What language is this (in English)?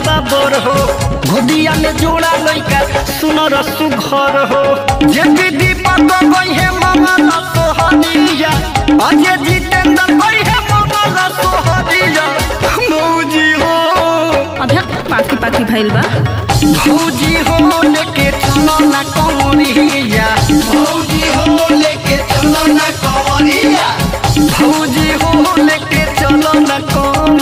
Bhojpuri